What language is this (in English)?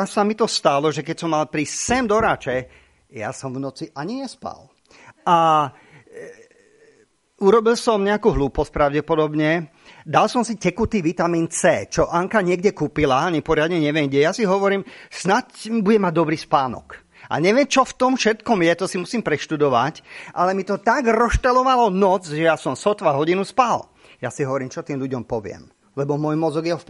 Slovak